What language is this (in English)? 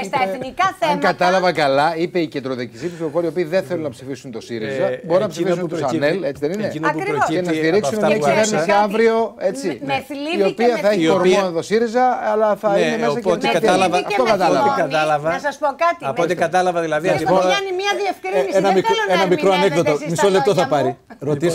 Greek